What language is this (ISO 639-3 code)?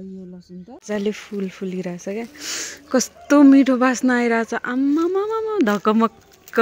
nep